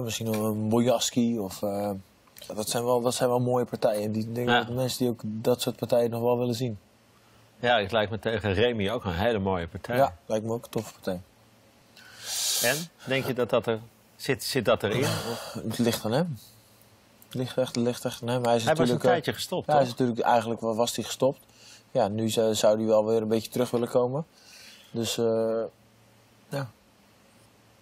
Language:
Dutch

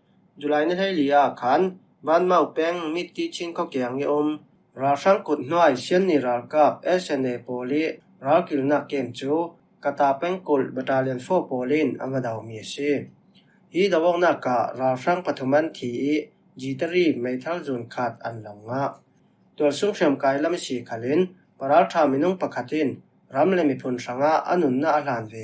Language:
Falam Chin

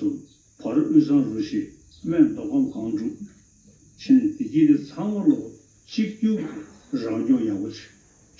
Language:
Tibetan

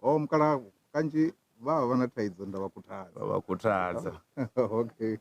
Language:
Venda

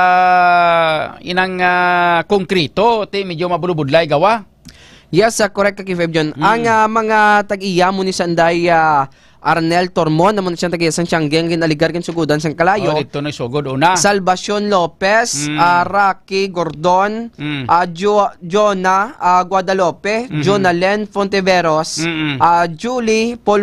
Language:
Hiligaynon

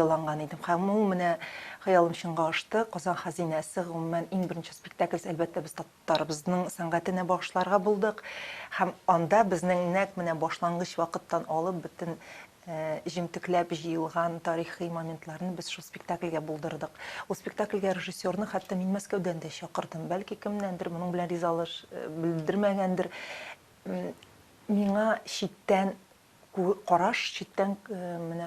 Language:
Tatar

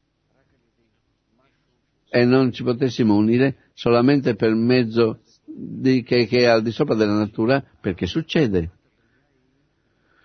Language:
Italian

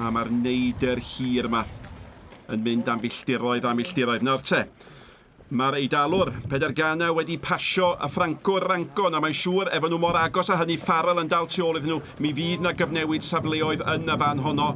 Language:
Welsh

